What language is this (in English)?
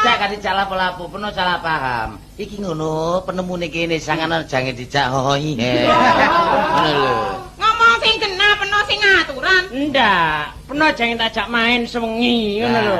Javanese